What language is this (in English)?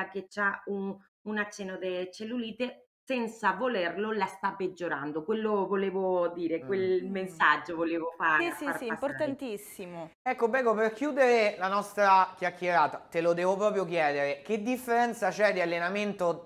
Italian